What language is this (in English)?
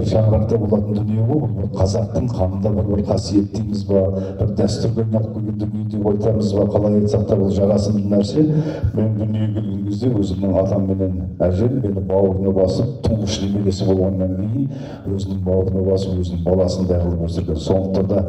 Kazakh